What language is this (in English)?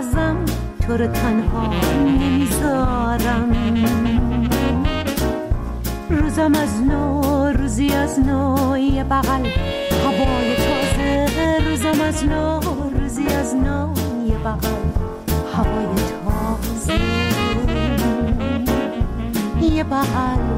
Persian